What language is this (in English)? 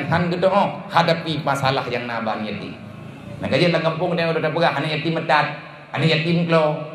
Achinese